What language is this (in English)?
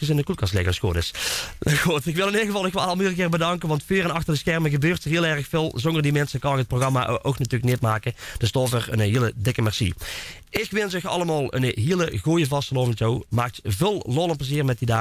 Limburgish